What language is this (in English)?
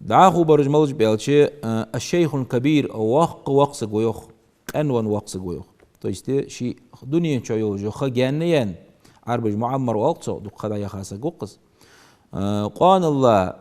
Ingush